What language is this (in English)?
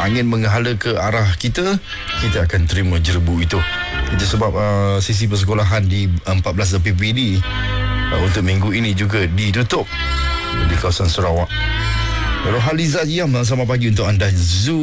Malay